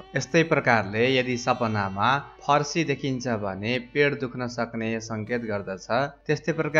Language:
Nepali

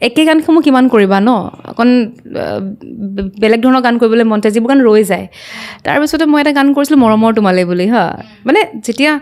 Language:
Assamese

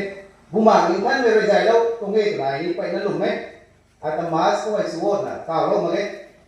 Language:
Rongmei Naga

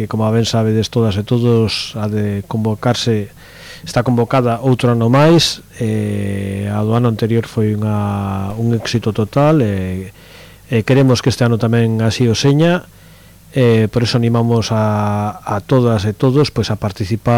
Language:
Galician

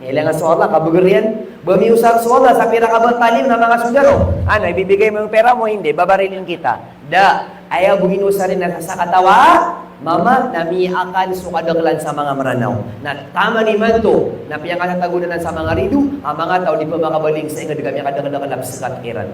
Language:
Maranao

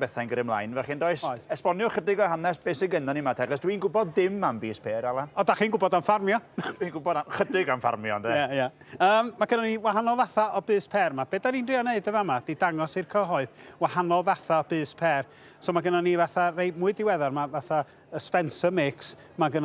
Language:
Welsh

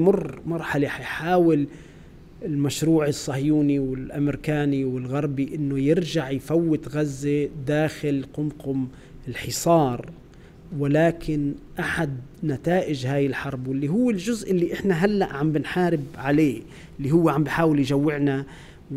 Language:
North Levantine Arabic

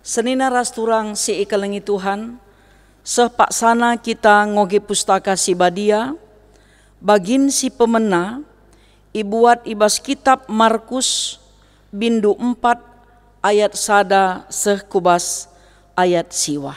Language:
Batak Karo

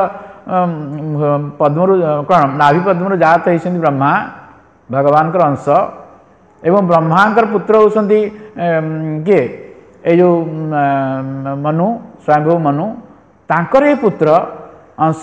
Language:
Odia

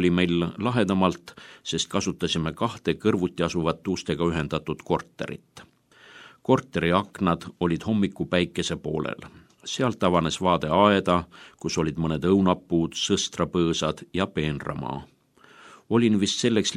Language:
Estonian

